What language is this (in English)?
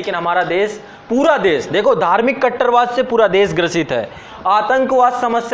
Hindi